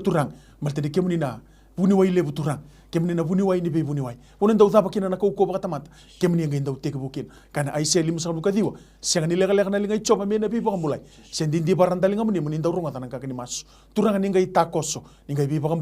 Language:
Fijian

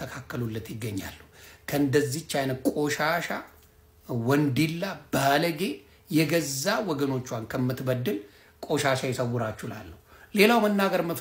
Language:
Amharic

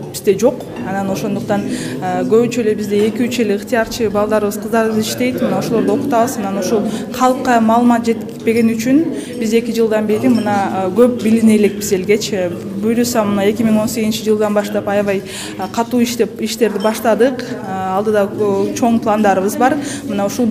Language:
Kyrgyz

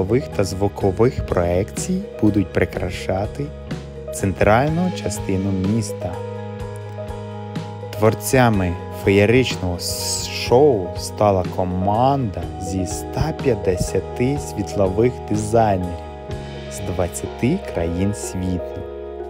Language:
Ukrainian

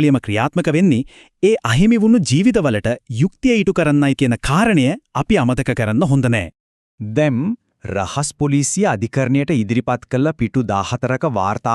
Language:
Sinhala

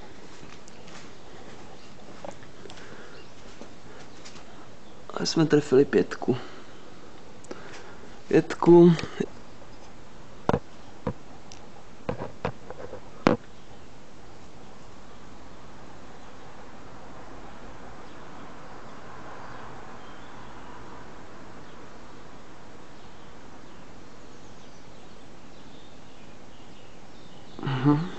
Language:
Czech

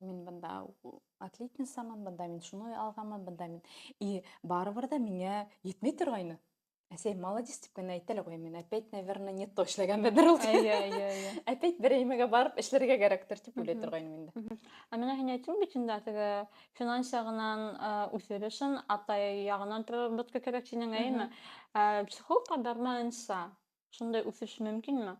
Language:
Bashkir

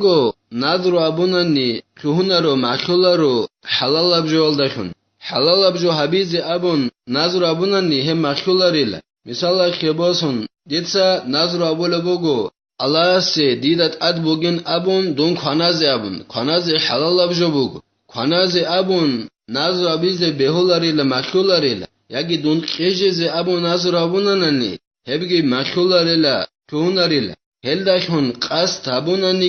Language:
Avaric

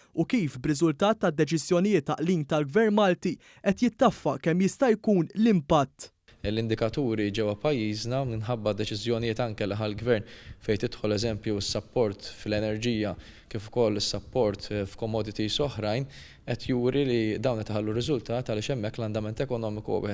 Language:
Maltese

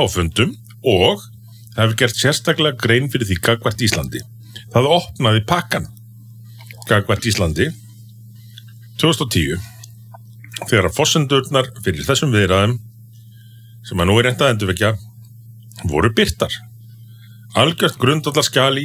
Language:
Icelandic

